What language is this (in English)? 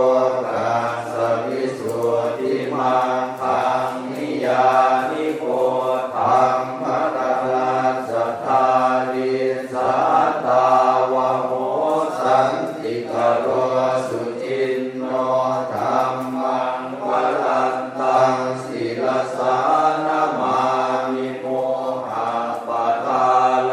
Pali